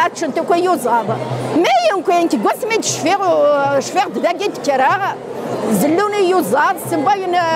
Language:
Kabyle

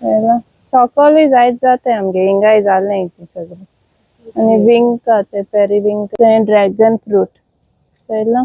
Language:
Konkani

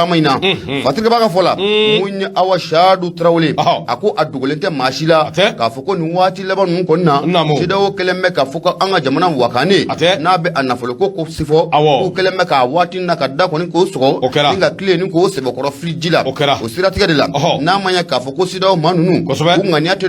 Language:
Bambara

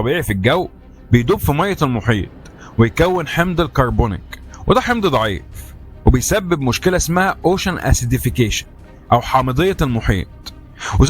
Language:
Egyptian Arabic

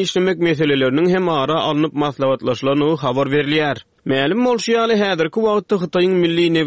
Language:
Turkmen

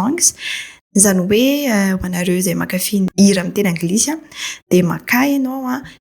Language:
Malagasy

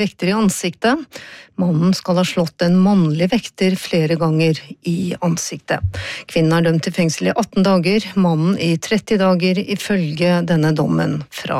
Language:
Norwegian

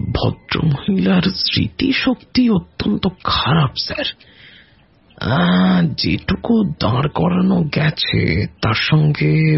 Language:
Bangla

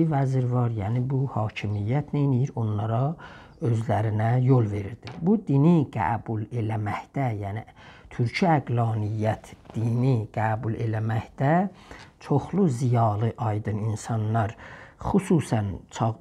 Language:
South Azerbaijani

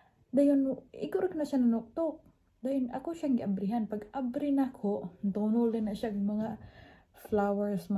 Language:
Cebuano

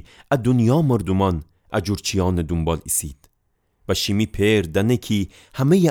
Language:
Gilaki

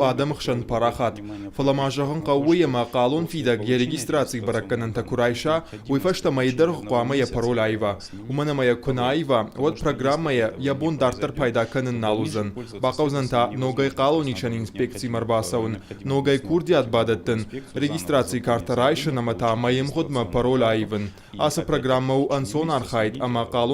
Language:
Ossetic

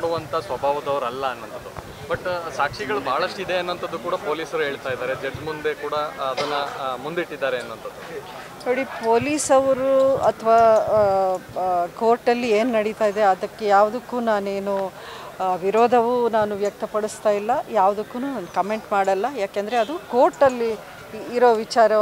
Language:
Kannada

